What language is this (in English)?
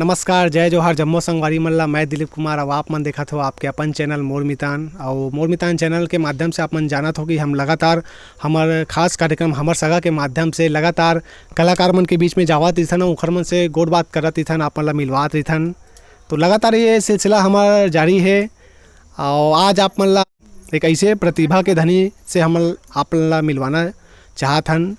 Chhattisgarhi